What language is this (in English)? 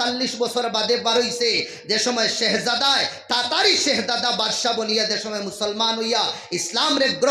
Sylheti